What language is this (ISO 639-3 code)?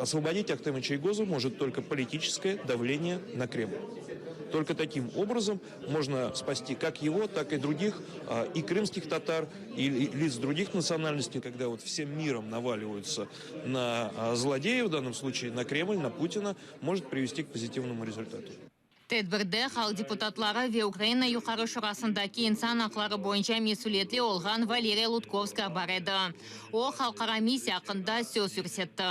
crh